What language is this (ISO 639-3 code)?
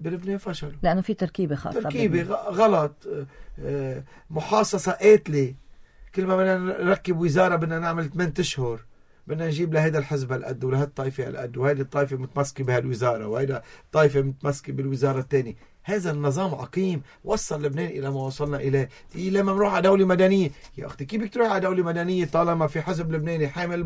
apc